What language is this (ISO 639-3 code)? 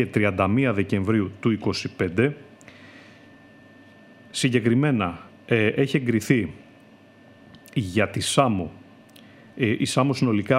ell